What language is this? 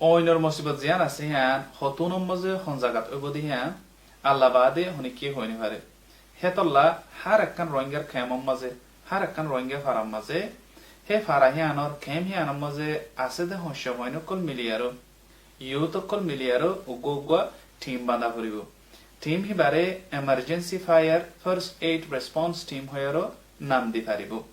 Rohingya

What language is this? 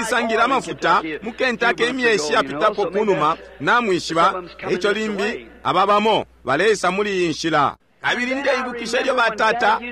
Bemba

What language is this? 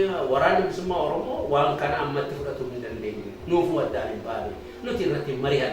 Oromo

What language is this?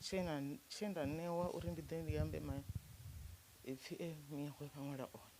Venda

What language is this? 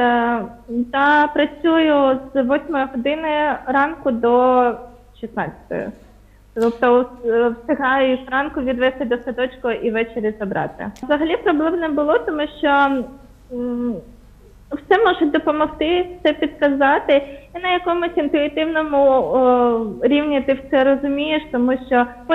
Ukrainian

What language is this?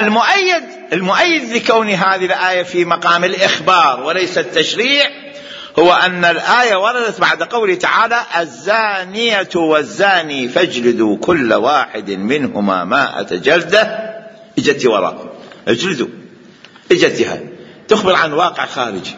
Mesopotamian Arabic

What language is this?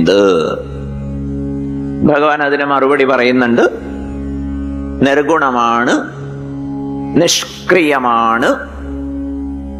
Malayalam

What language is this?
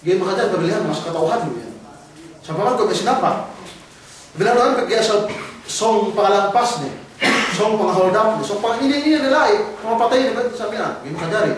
Yakan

